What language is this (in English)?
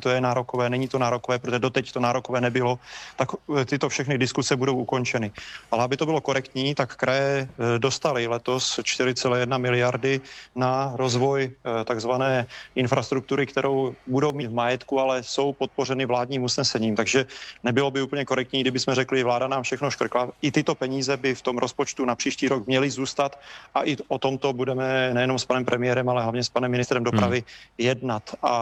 Czech